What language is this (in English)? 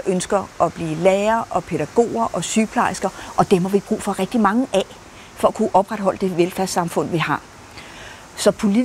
Danish